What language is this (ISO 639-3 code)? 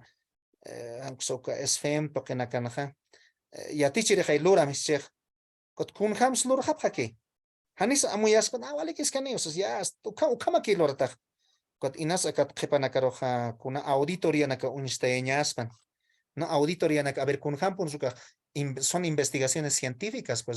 aym